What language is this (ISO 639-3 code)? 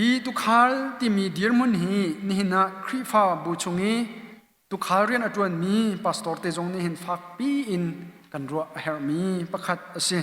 cnh